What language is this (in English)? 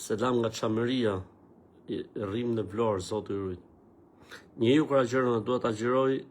Albanian